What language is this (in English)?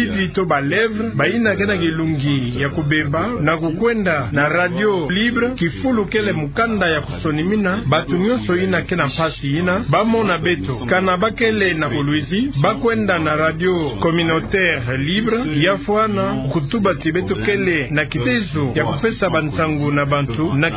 Kituba (Democratic Republic of Congo)